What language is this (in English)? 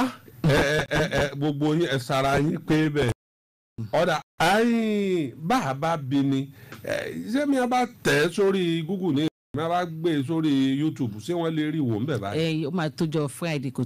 Yoruba